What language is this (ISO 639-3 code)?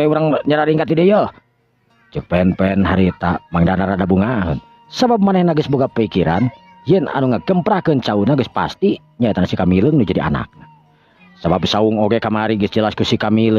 sun